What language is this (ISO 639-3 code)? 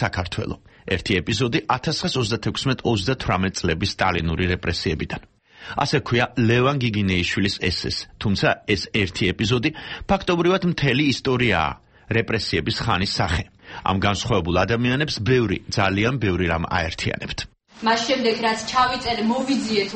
kat